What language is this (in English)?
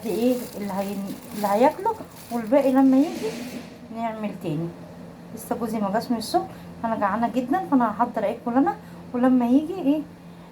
Egyptian Arabic